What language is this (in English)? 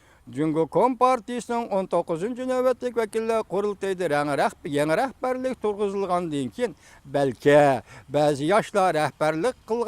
Uyghur